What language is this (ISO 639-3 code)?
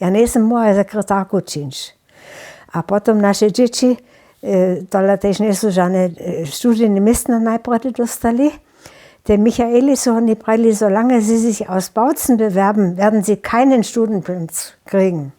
hsb